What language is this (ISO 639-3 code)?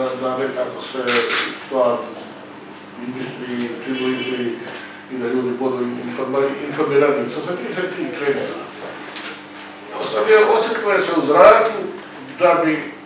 hrv